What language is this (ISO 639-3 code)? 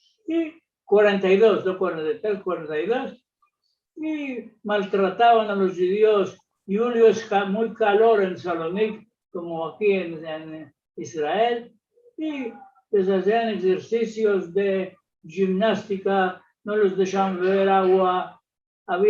lad